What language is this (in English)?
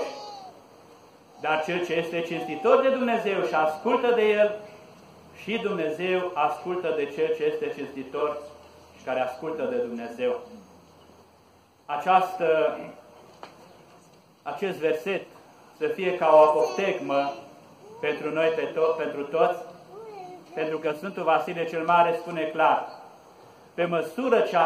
Romanian